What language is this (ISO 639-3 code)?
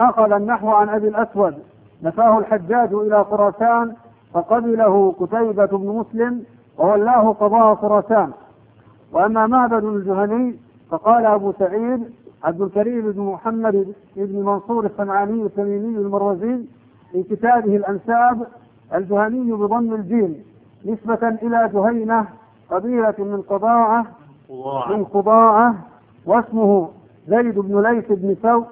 ara